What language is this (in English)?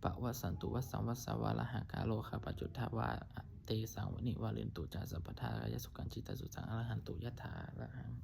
Pali